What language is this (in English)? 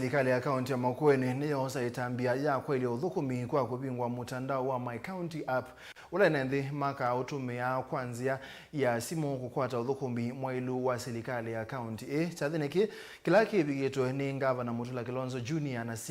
Kamba